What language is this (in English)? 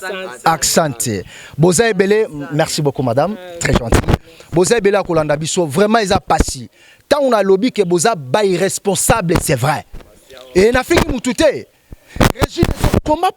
Lingala